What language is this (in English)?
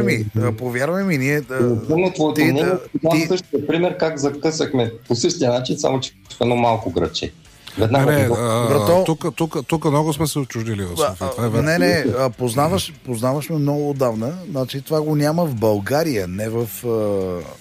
Bulgarian